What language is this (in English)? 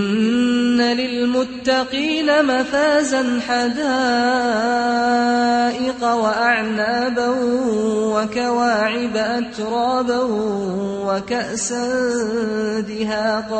Azerbaijani